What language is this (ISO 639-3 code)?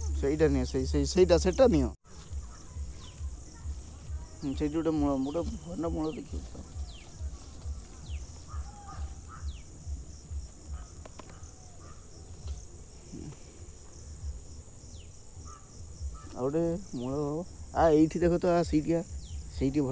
ori